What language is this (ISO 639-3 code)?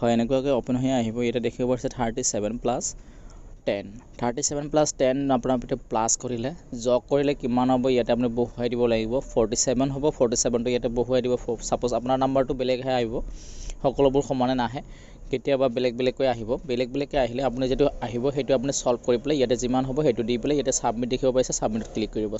asm